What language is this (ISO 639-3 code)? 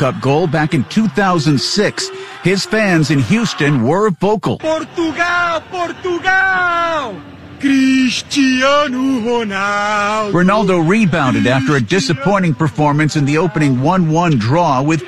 eng